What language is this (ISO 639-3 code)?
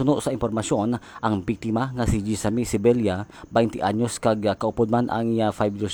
hil